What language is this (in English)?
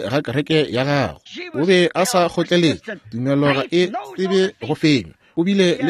Northern Sotho